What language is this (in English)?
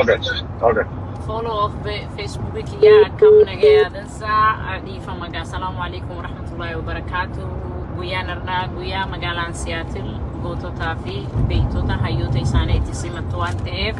Oromo